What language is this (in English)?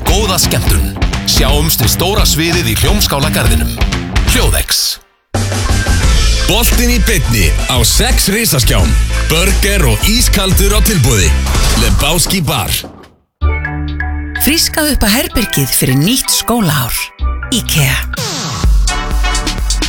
Icelandic